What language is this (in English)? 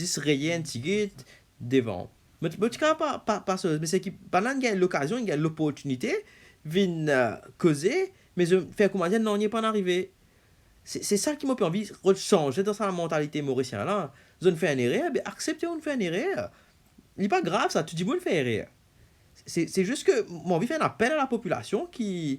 Morisyen